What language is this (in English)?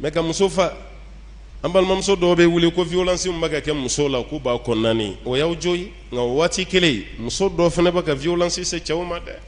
Bambara